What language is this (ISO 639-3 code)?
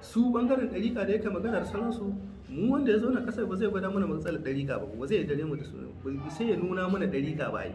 hau